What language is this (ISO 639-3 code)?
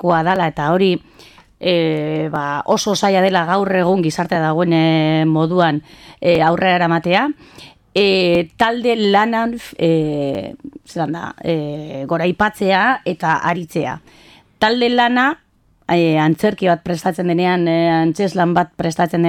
eus